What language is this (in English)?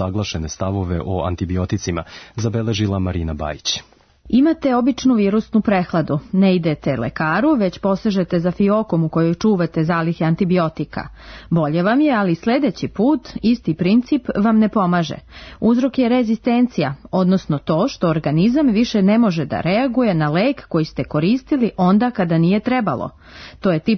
Serbian